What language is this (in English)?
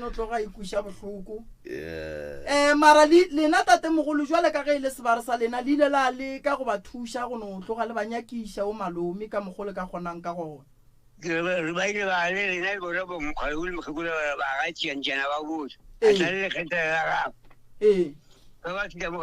Northern Sotho